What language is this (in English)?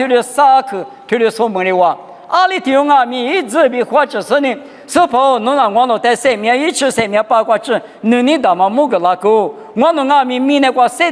Lisu